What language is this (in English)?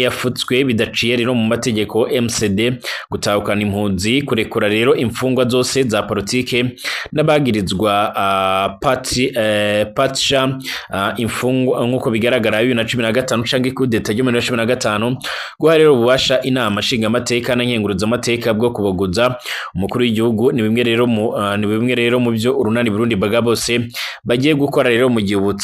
Rundi